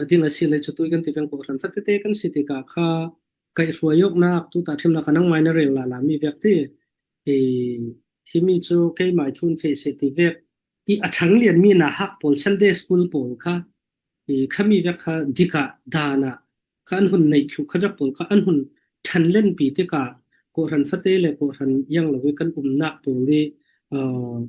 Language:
Falam Chin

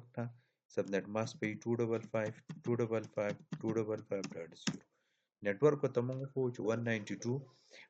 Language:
Pashto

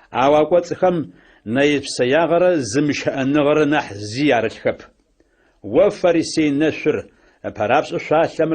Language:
Adyghe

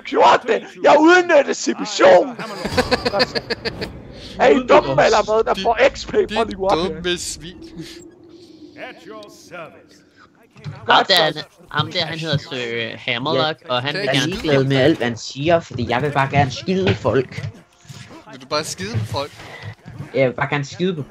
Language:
Danish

